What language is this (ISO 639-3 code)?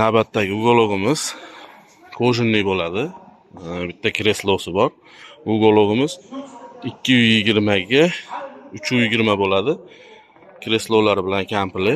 uzb